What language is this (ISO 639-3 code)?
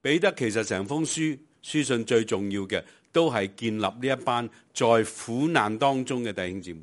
yue